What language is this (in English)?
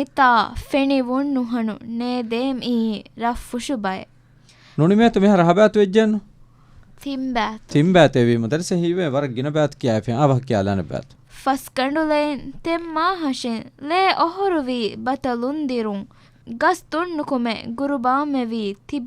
Divehi